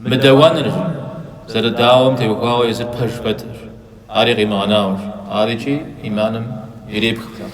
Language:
Kabardian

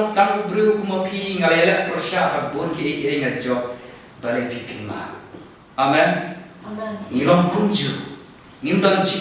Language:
Khasi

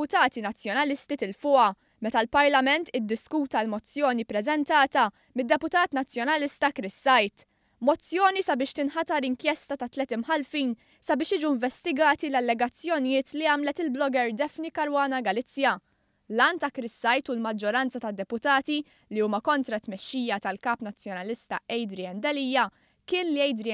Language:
Maltese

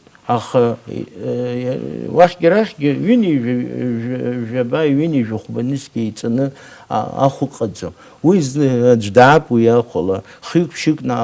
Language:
Abkhazian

